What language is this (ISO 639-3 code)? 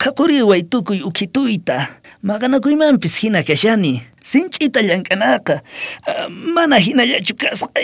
quh